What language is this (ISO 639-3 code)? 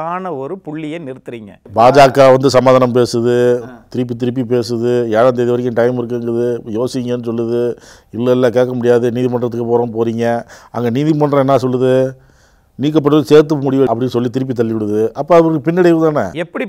tam